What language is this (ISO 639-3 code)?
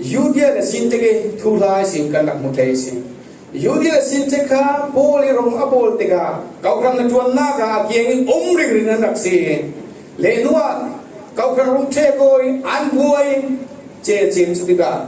cfm